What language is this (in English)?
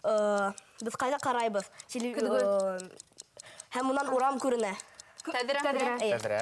Bashkir